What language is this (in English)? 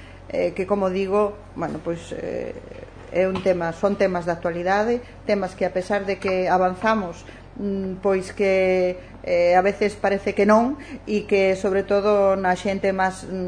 Galician